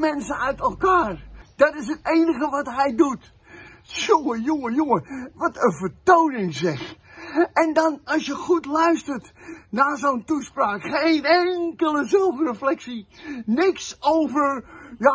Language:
Dutch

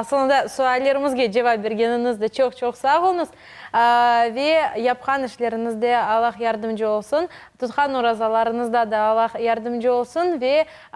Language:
Crimean Tatar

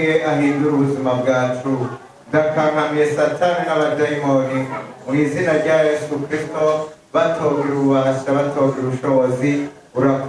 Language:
Rundi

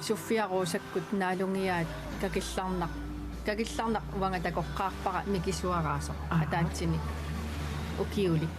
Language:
Kalaallisut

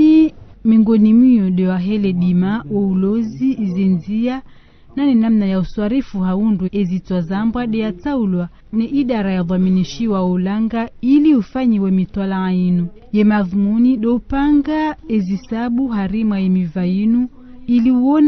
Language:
Ngazidja Comorian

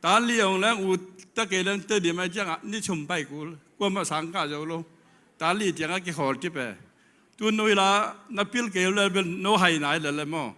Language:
Tedim Chin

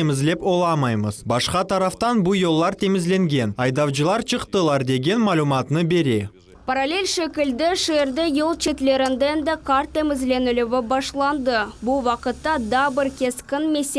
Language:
Crimean Tatar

